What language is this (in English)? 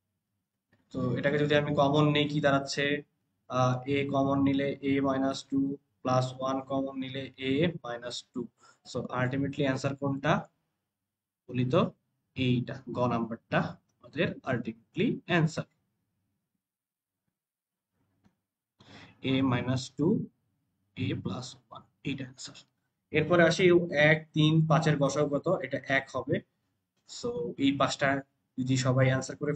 Bangla